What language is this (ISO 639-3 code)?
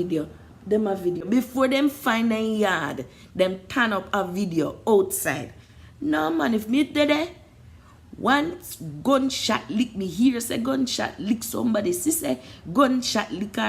jam